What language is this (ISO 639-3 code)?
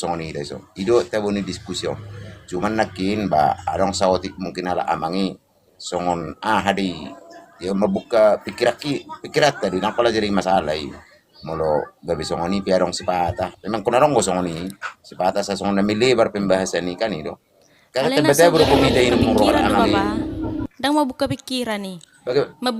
bbc